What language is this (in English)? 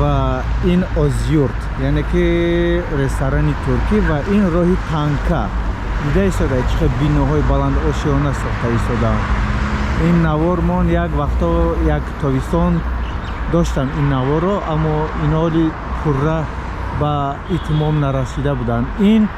Tajik